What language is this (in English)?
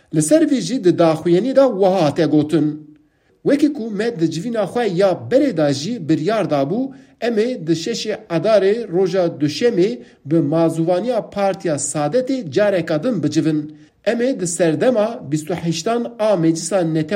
Kurdish